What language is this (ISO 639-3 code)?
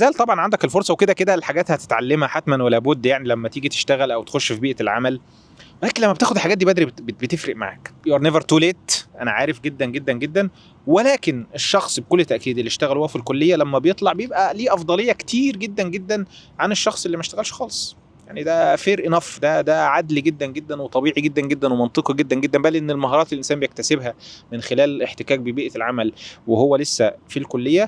arz